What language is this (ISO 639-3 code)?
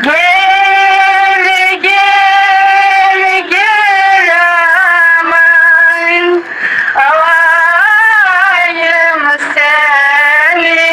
crh